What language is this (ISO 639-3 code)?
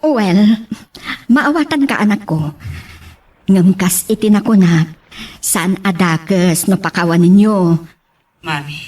ilo